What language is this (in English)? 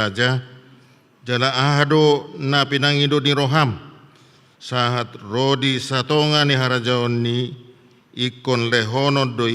Batak Toba